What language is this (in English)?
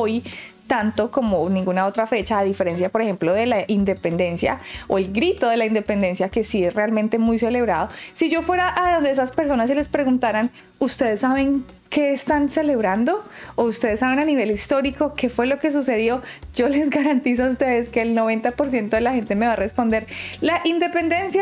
Spanish